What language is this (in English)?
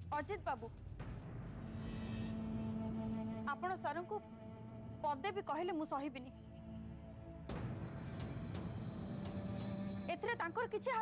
Odia